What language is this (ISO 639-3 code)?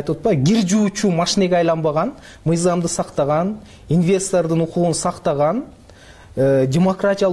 kir